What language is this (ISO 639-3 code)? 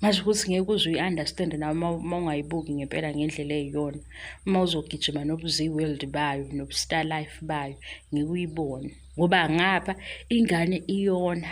zul